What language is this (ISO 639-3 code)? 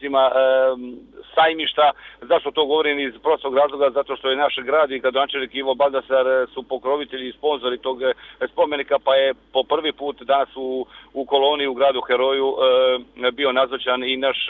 hrv